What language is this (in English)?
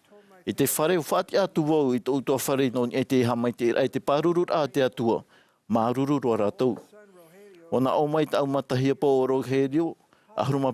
Tahitian